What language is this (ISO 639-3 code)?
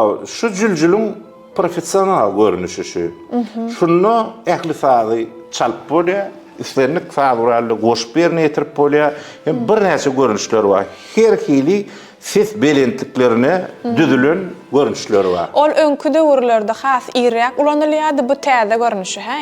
tuk